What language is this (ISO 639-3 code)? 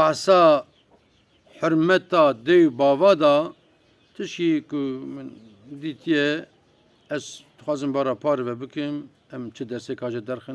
kur